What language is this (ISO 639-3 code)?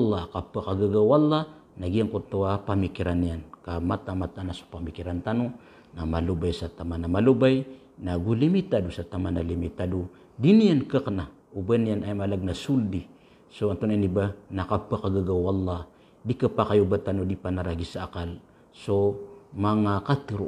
mrw